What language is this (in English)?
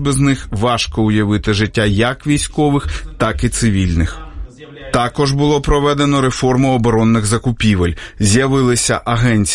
Ukrainian